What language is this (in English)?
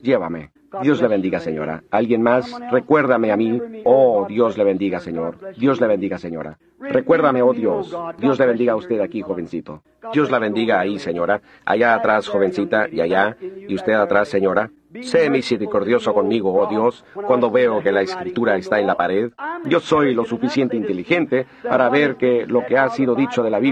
Spanish